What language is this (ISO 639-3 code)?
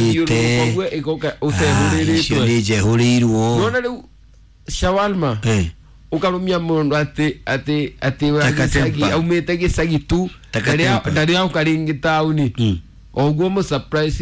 kik